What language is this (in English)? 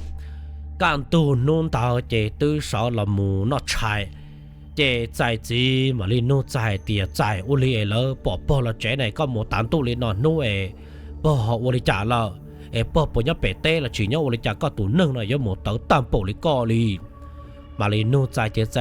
Hmong